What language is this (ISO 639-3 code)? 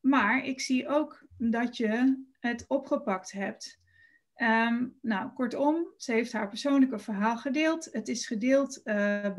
nld